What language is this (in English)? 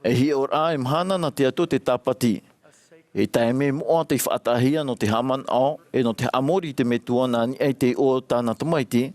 Tahitian